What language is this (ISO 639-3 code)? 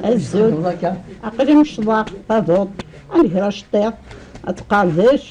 kab